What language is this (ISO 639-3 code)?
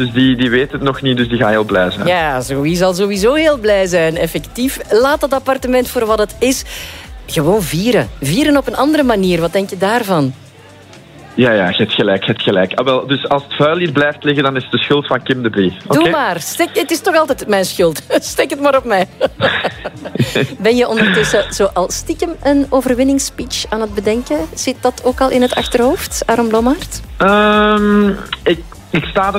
nld